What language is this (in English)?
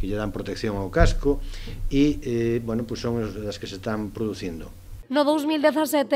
Galician